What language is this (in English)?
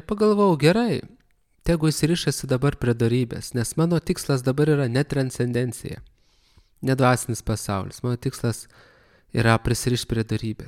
Lithuanian